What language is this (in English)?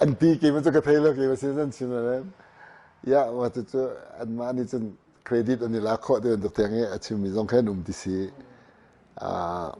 Hakha Chin